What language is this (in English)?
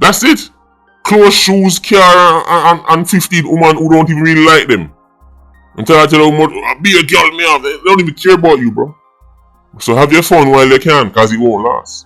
Jamaican Creole English